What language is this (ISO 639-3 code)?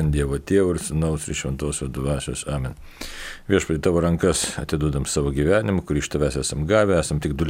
lit